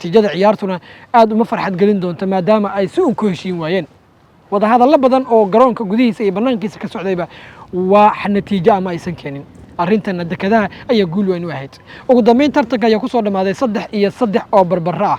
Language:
Somali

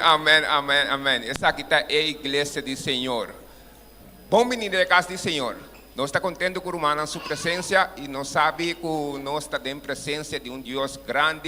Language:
Papiamento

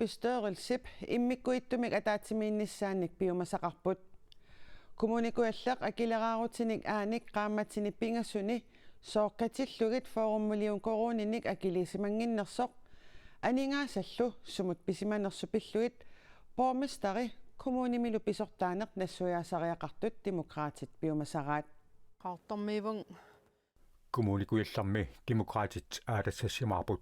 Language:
Kalaallisut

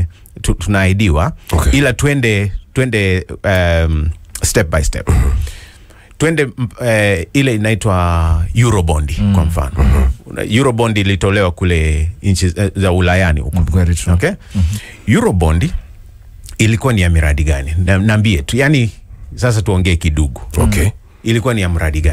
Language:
Swahili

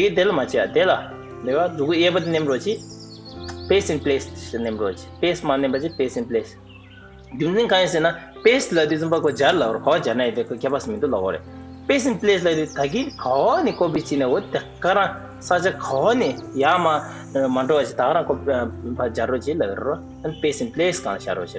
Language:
Tibetan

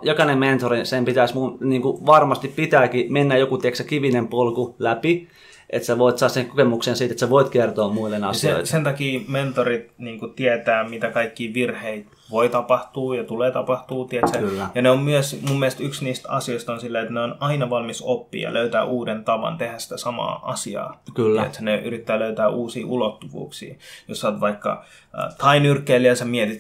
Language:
Finnish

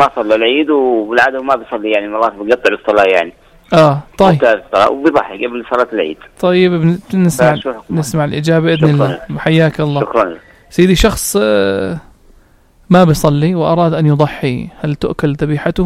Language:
North Levantine Arabic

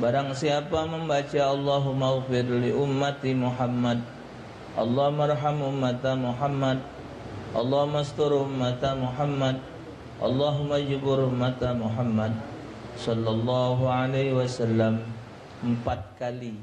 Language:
Musi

